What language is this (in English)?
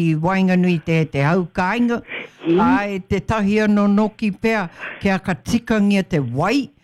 Māori